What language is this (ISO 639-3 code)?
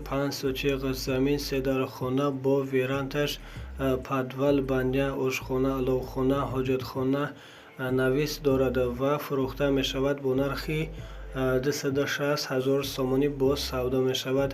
tgk